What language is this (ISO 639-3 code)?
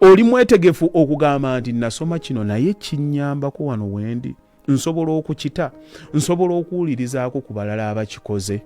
lug